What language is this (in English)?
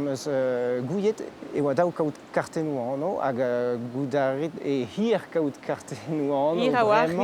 Breton